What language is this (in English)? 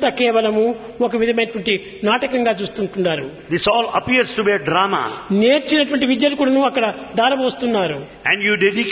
Telugu